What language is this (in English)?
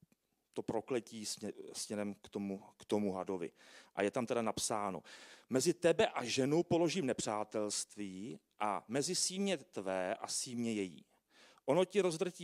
Czech